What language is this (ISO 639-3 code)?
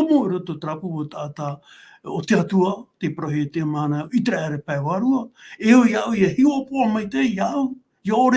tah